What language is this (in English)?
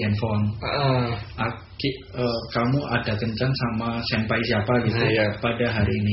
Indonesian